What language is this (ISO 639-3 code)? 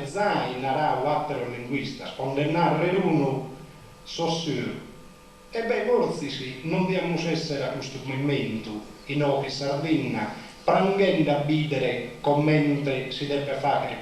srd